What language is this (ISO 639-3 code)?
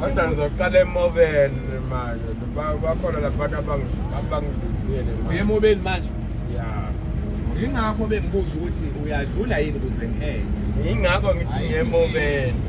zul